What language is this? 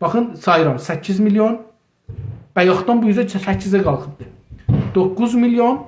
South Azerbaijani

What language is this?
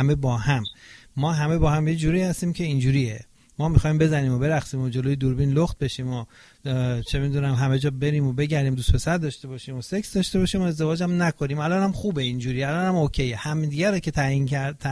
Persian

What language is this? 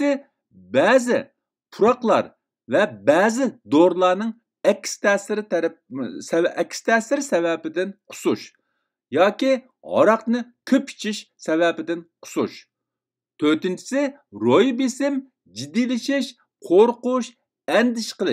Uyghur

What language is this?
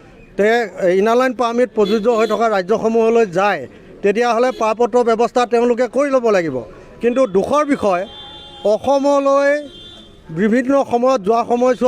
Assamese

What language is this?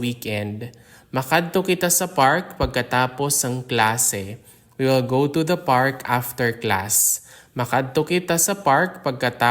Hiligaynon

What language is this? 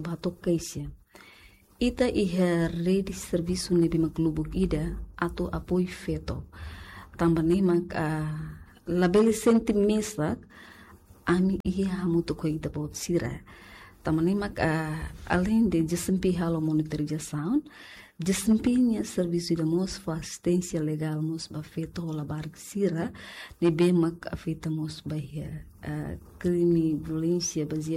Tetum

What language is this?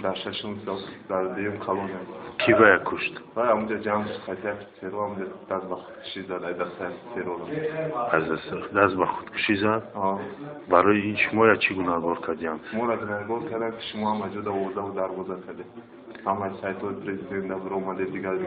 Tajik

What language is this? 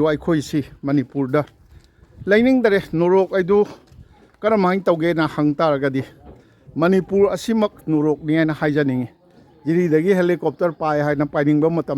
Manipuri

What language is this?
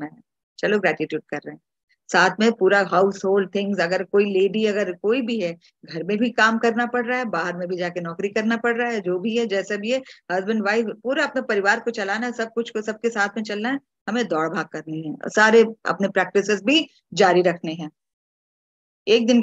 Hindi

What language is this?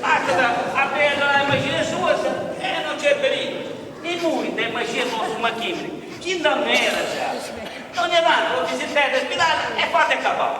Sardinian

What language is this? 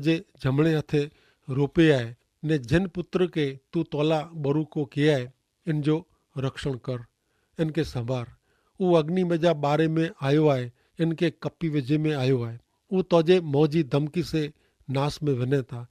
Kachhi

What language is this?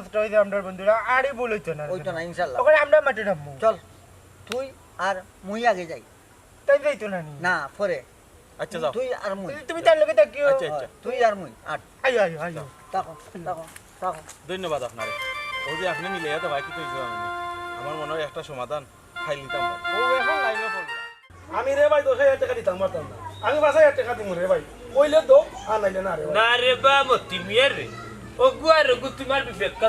Sylheti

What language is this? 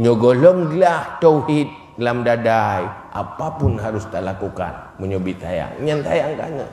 Achinese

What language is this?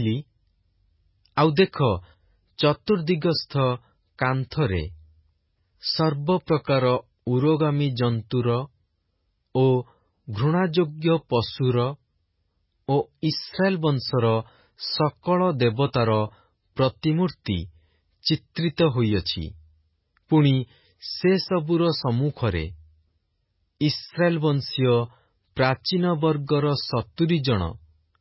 Odia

